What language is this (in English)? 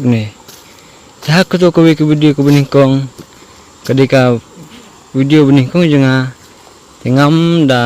Khasi